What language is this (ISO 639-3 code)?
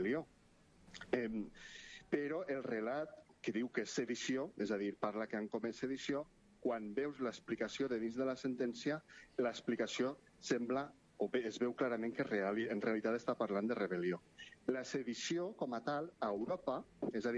cat